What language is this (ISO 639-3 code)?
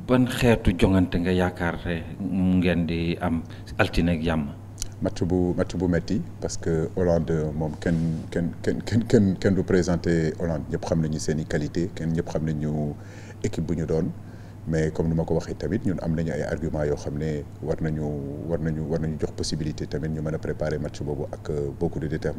wol